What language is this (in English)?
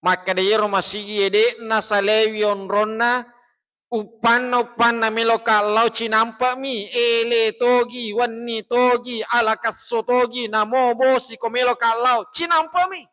Buginese